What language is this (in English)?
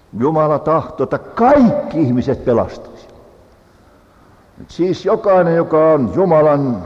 Finnish